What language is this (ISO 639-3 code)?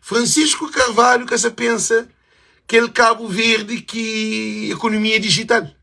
kea